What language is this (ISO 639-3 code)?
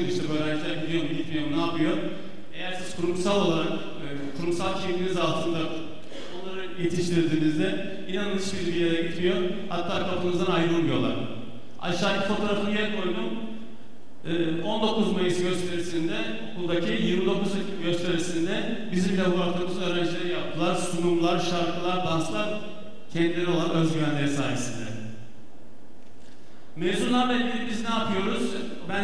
tur